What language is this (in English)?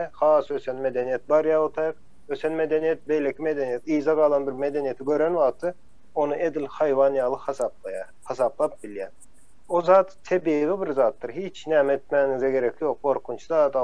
Turkmen